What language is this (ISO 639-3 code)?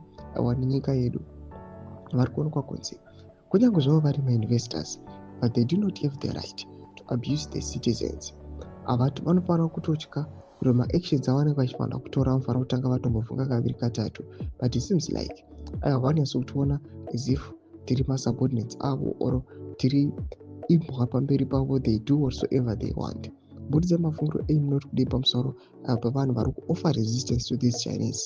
sna